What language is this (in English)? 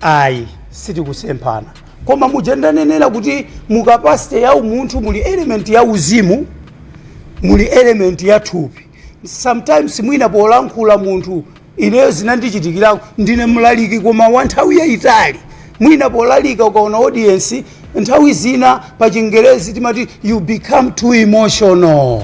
Nyanja